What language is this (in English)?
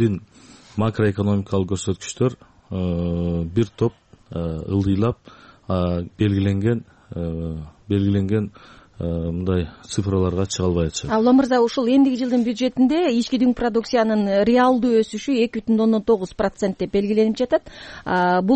Kyrgyz